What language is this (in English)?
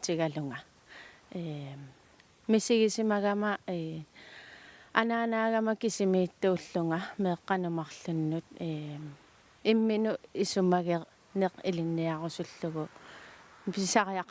Kalaallisut